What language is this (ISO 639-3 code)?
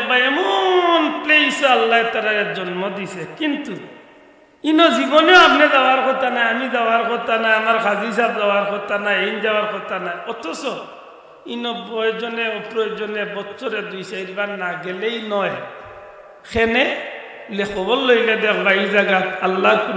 syl